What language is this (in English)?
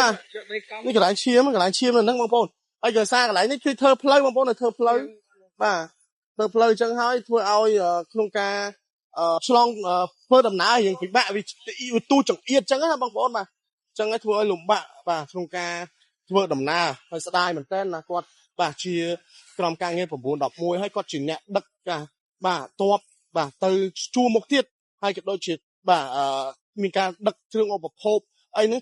Khmer